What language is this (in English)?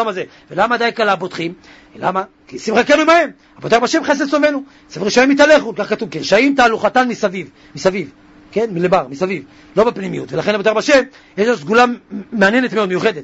Hebrew